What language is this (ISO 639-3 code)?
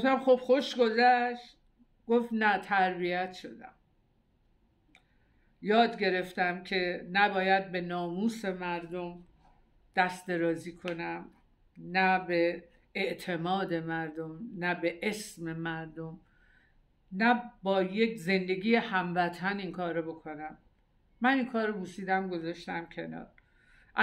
fas